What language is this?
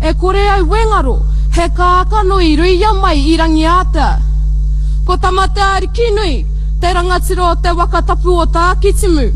Māori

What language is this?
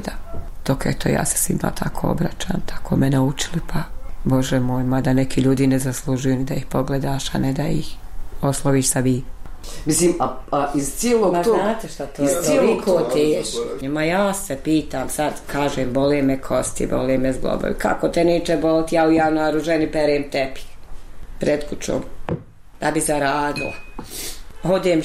Bosnian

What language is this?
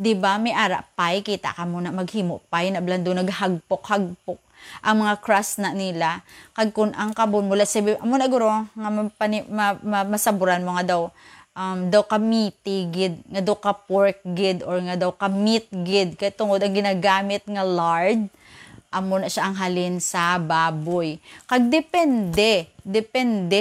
Hiligaynon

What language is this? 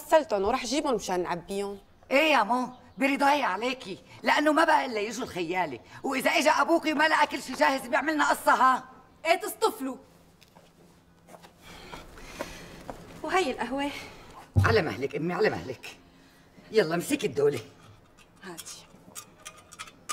North Levantine Arabic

